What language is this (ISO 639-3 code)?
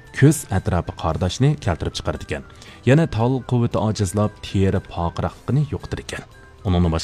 uig